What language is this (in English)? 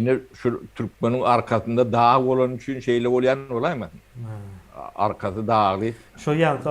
Turkmen